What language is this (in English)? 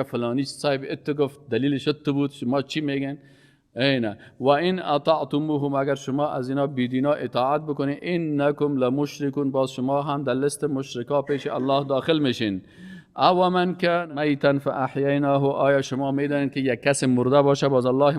Persian